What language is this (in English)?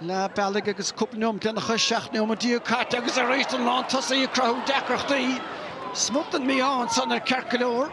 Irish